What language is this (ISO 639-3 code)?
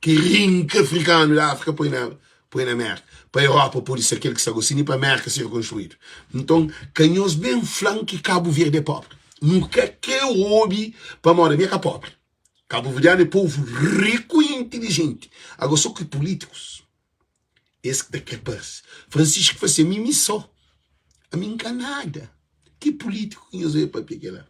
kea